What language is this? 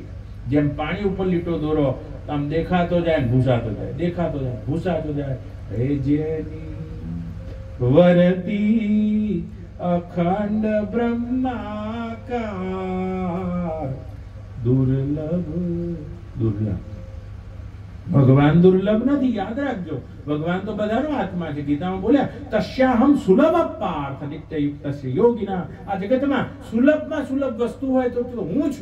Gujarati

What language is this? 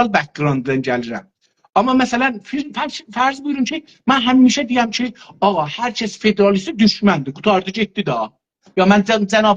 South Azerbaijani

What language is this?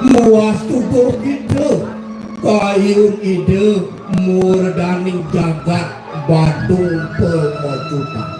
Balinese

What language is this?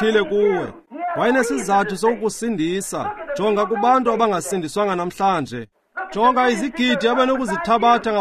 Xhosa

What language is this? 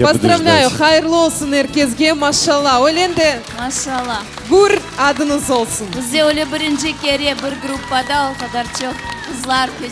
Crimean Tatar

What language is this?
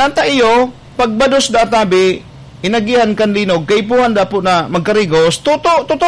Bikol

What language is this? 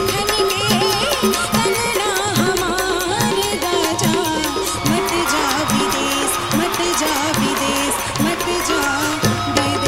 Bhojpuri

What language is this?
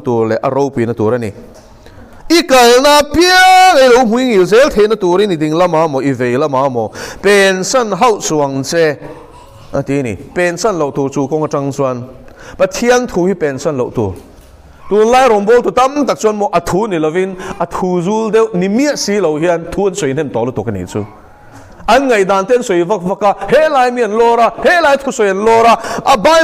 Mizo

